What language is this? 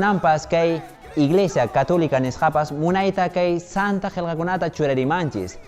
Quechua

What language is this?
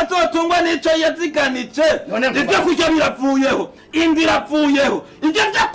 Rundi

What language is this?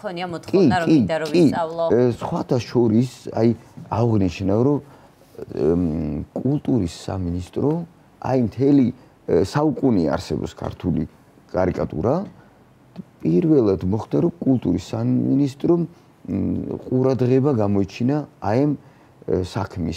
Georgian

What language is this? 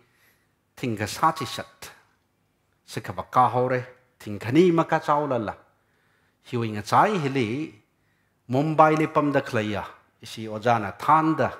Tangkhul Naga (India)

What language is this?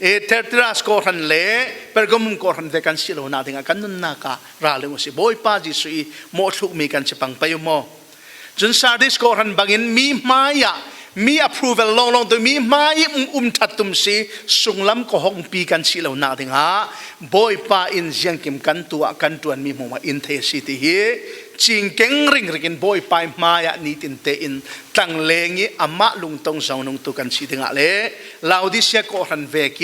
Falam Chin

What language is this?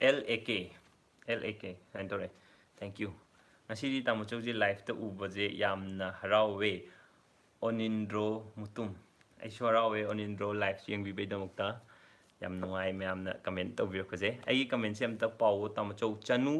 Manipuri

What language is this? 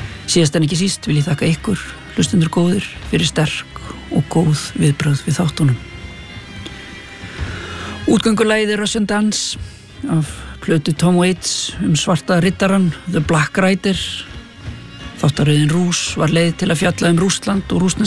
Icelandic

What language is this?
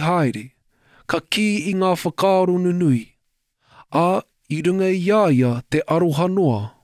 Māori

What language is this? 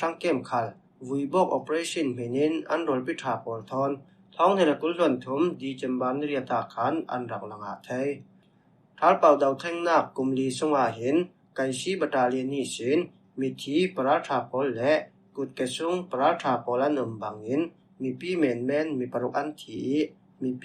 Falam Chin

